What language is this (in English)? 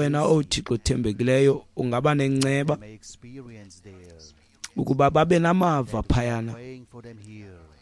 Xhosa